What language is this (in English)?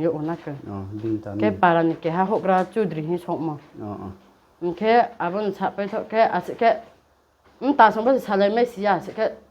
Riang (India)